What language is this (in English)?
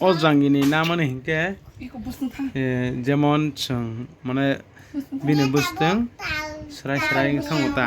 Kok Borok